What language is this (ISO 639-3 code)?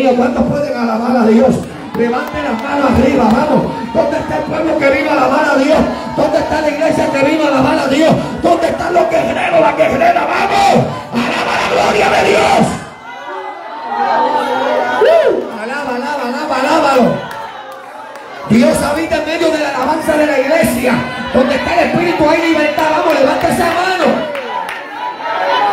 spa